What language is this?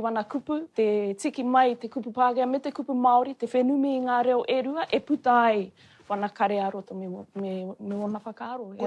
Māori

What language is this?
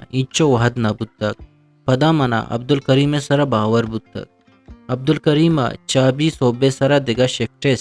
Eastern Balochi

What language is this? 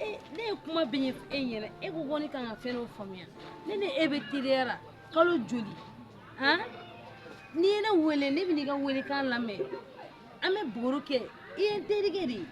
Bambara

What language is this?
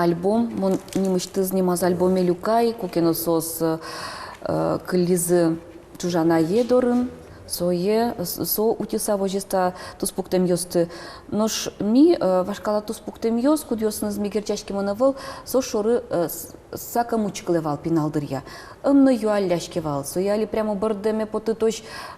Udmurt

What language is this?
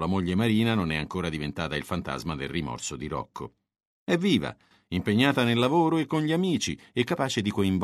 Italian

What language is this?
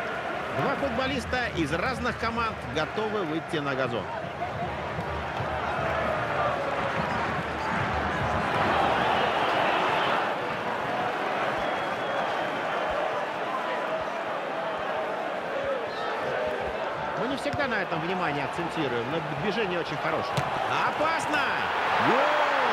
Russian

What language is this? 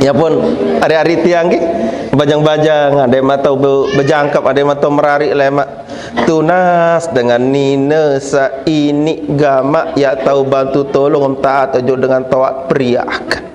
Sasak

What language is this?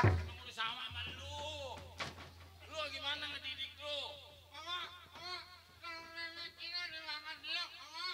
Betawi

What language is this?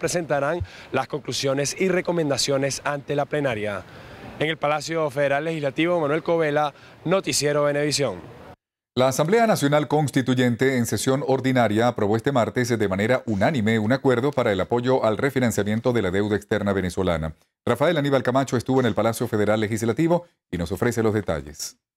Spanish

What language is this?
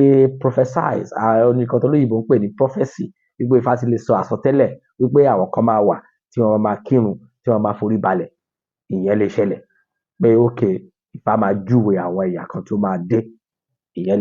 Yoruba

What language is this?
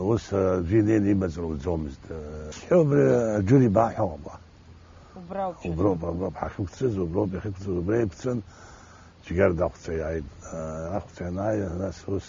Abkhazian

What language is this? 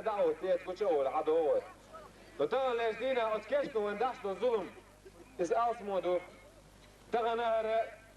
Chechen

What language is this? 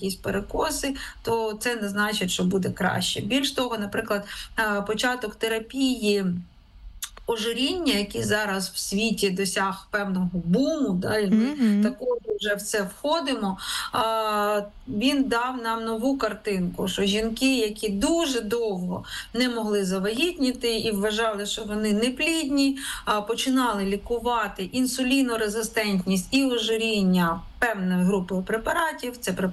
Ukrainian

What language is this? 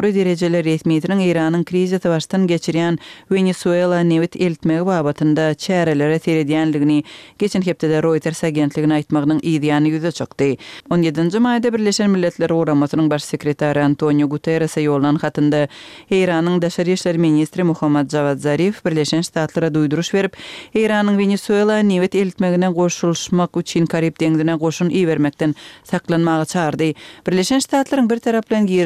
Turkmen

